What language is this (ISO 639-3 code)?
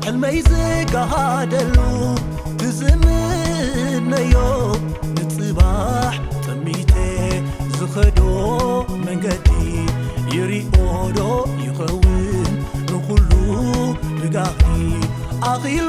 tir